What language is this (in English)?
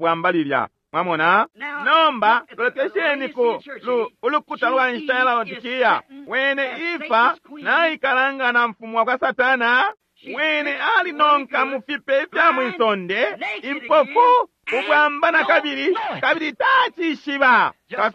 Bemba